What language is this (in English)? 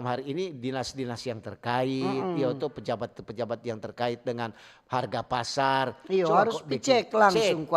Manado Malay